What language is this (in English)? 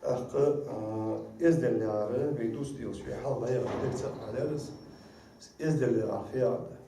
Ingush